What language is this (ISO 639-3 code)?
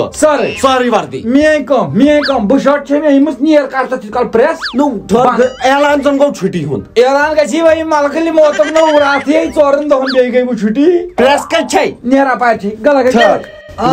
kas